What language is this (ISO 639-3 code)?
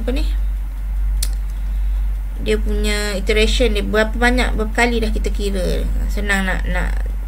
msa